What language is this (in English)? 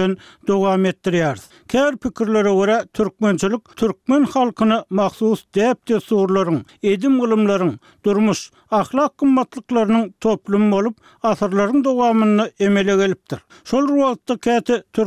Turkmen